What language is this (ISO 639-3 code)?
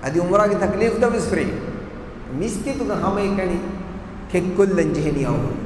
div